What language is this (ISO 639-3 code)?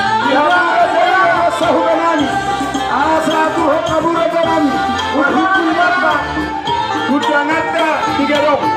bbc